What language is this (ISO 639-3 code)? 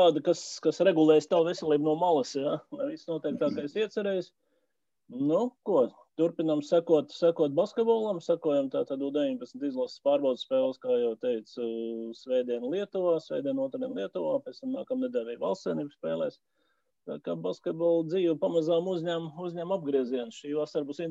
lav